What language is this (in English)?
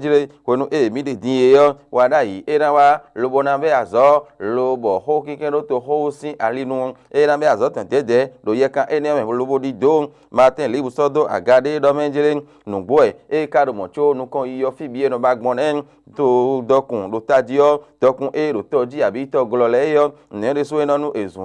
Fon